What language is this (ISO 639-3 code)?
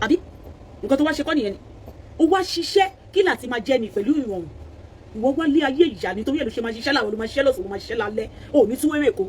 yor